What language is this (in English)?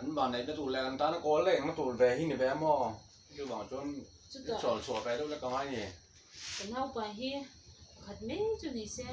Mizo